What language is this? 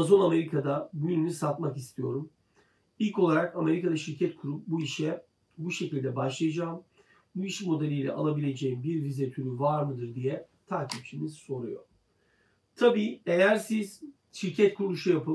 Turkish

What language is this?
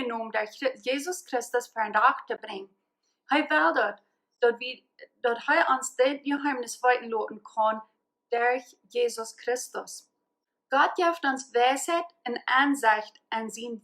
Plautdietsch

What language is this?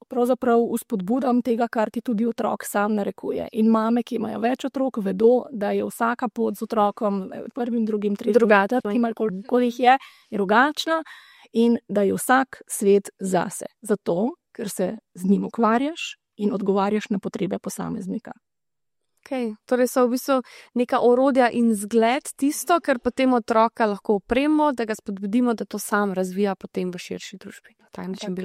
Slovenian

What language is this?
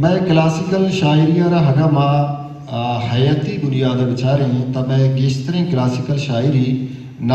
Baluchi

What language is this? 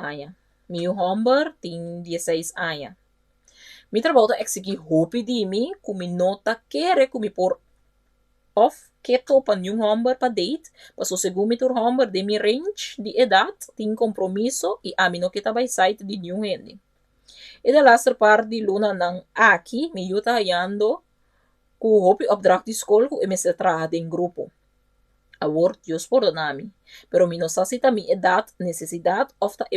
Papiamento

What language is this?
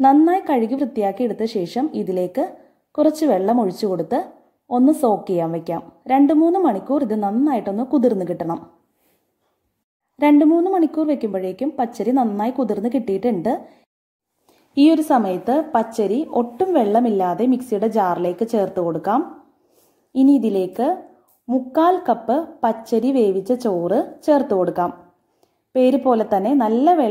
Malayalam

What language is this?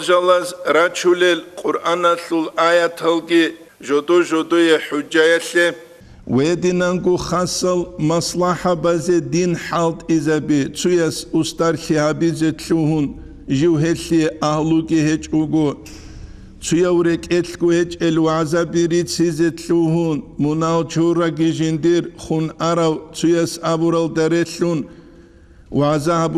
Avaric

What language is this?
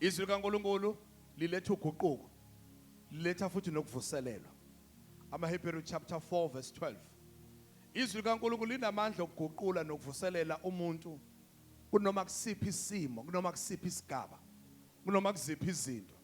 Zulu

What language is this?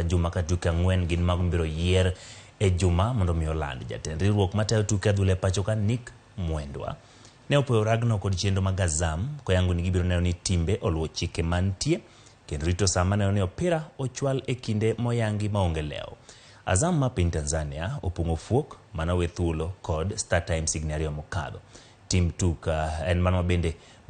Luo (Kenya and Tanzania)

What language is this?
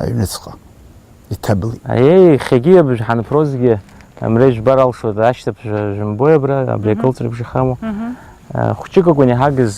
Abkhazian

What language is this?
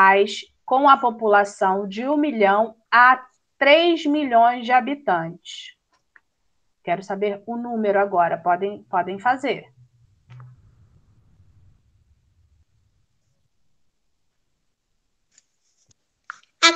Portuguese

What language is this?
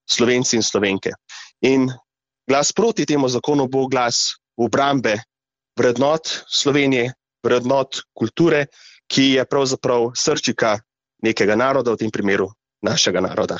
Slovenian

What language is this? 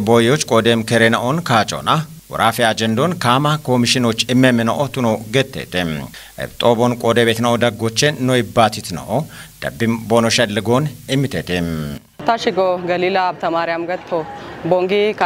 Kafa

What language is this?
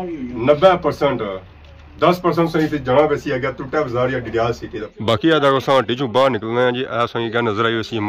Pahari-Potwari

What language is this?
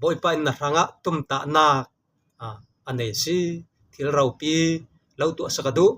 Falam Chin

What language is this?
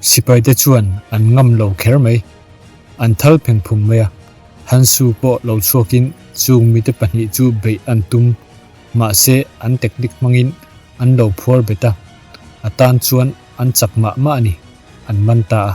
Mizo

